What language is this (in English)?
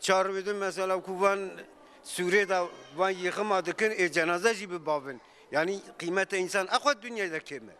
Kurdish